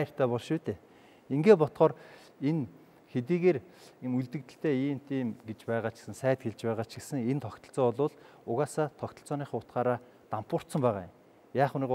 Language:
Mongolian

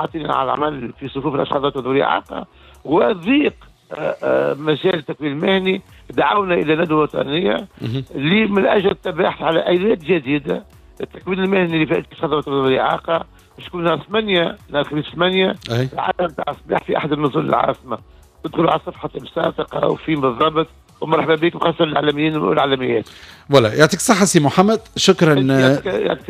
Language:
Tunisian Arabic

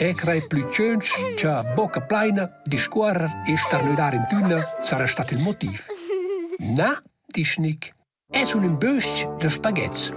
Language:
Romansh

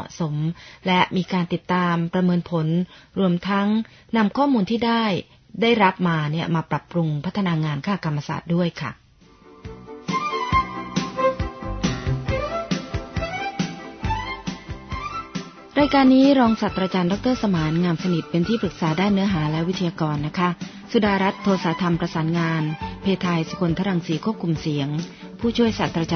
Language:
Thai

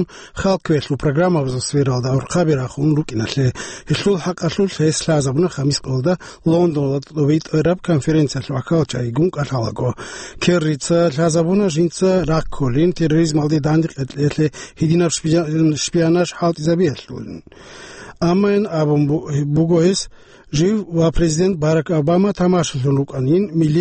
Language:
Avaric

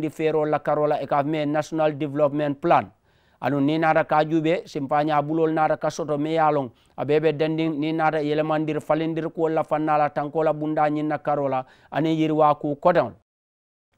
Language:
Mandingo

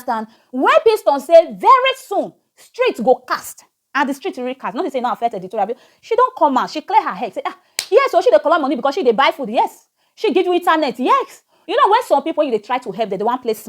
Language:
Nigerian Pidgin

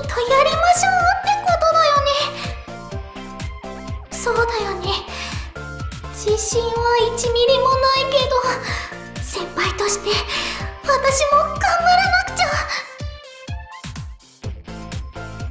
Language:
Japanese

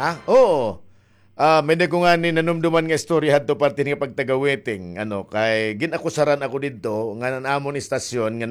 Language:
Waray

